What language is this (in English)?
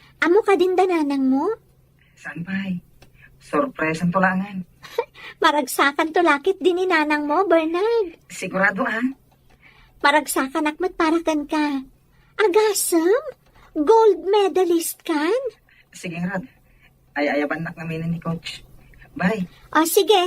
Iloko